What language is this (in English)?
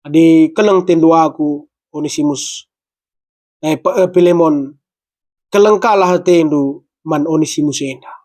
Batak Karo